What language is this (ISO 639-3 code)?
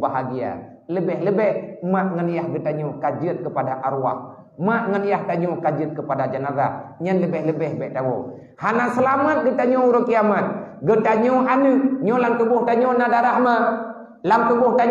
ace